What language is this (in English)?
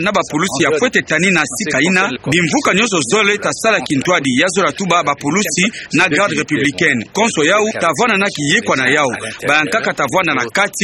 Kituba (Democratic Republic of Congo)